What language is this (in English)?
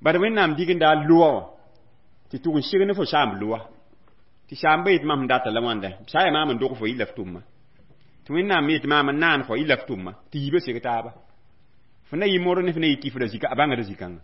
Mossi